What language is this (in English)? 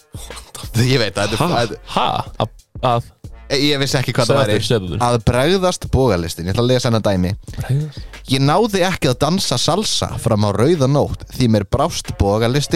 Icelandic